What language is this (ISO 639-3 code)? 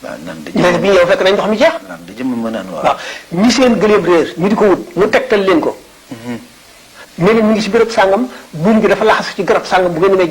wol